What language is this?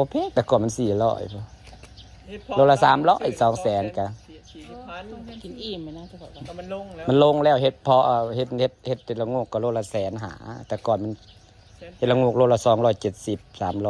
Northeastern Thai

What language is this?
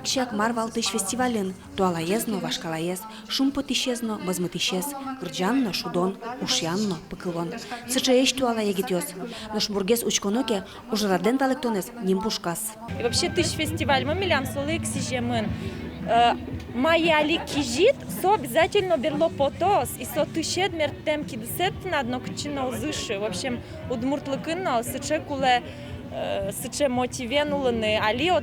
Udmurt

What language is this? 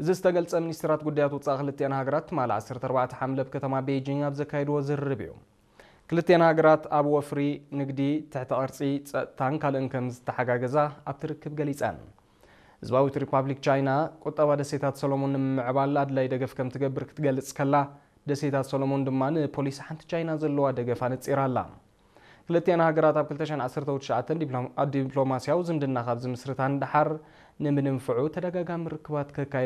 Tigrinya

